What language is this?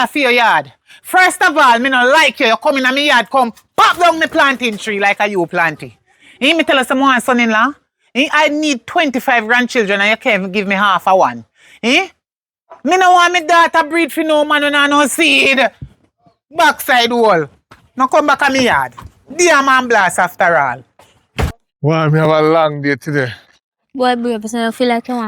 Jamaican Creole English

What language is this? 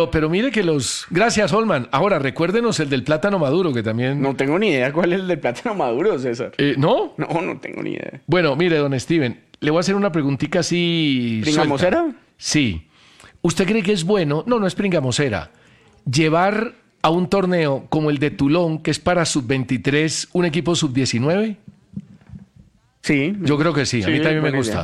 Spanish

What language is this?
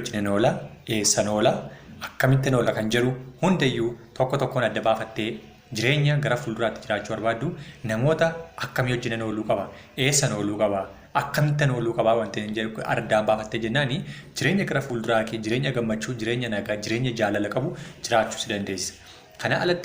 Oromo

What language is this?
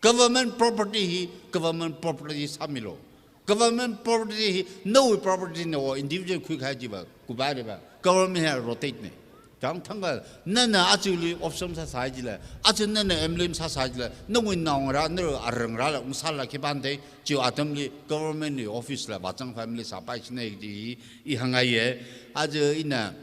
Tangkhul Naga (India)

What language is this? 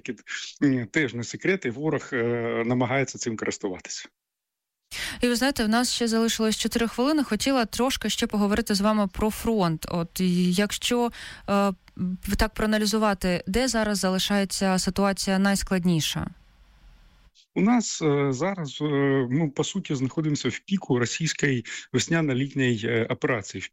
Ukrainian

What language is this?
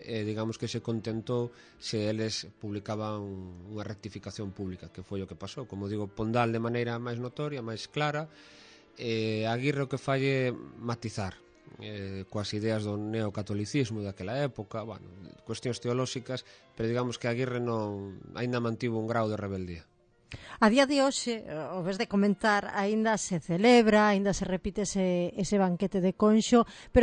Galician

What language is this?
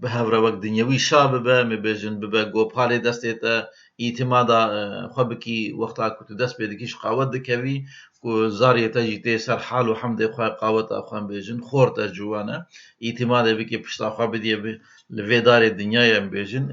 Kurdish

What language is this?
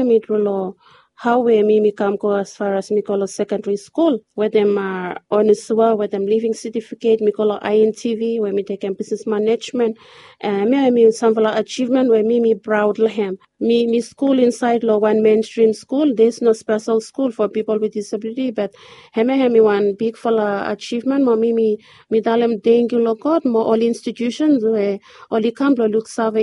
Bislama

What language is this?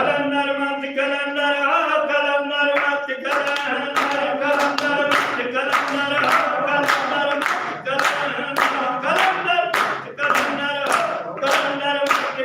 Saraiki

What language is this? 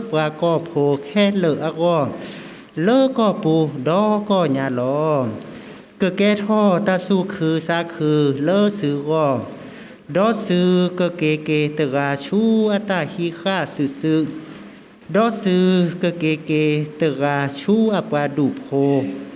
S'gaw Karen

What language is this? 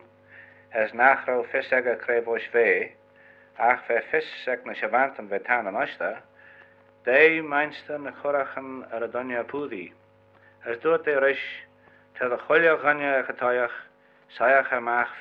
Manx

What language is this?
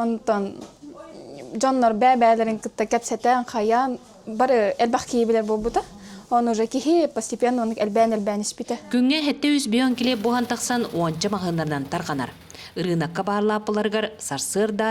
Yakut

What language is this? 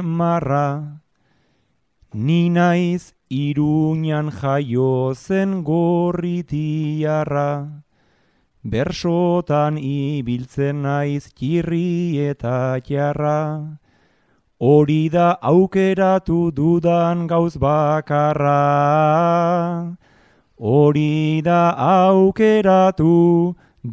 Basque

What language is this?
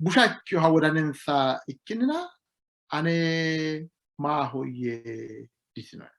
Sidamo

